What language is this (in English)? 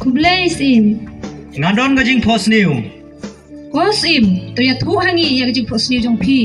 Khasi